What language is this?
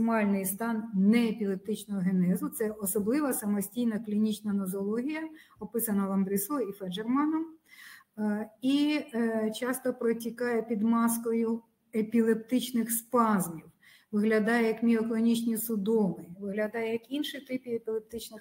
Ukrainian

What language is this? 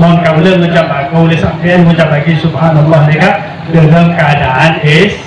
Madurese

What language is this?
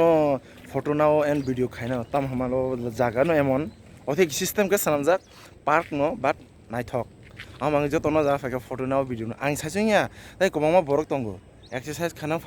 Kok Borok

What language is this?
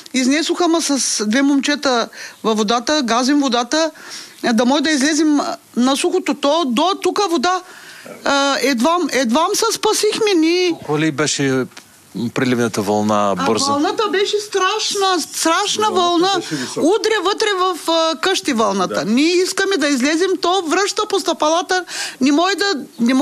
Bulgarian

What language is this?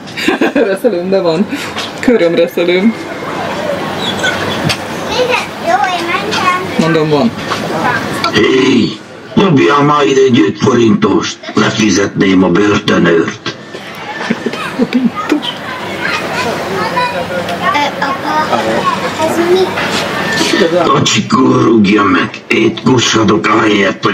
Hungarian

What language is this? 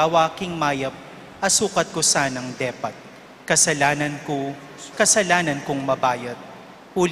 Pampanga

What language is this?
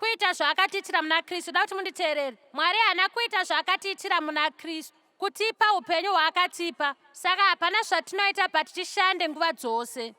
Shona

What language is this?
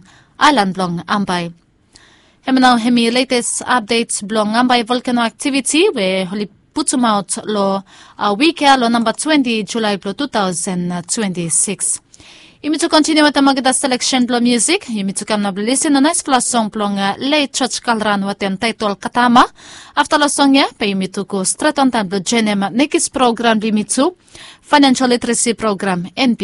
Bislama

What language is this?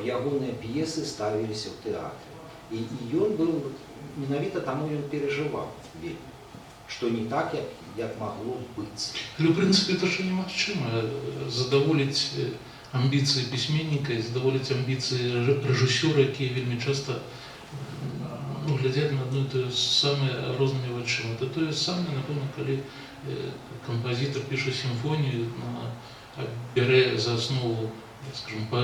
Belarusian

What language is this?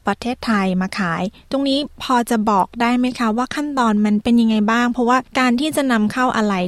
Thai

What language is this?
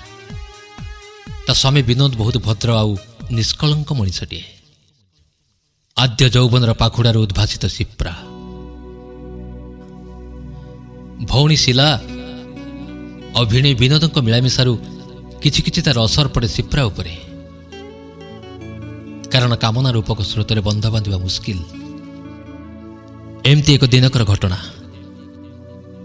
Odia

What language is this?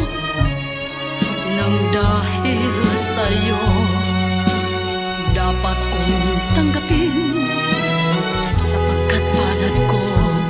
Filipino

